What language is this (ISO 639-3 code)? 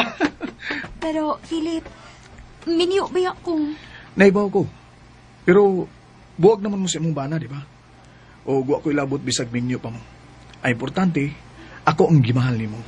ceb